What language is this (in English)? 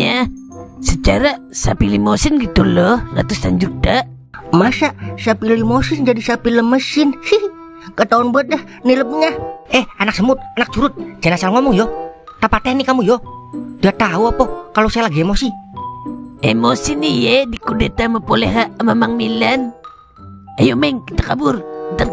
Betawi